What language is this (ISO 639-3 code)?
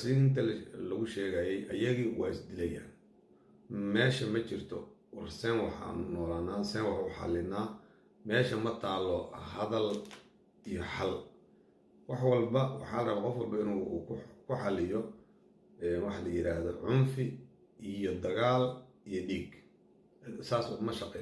som